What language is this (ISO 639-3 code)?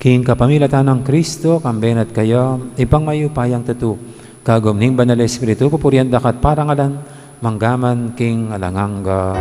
pam